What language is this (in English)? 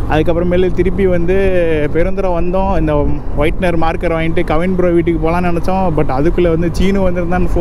Tamil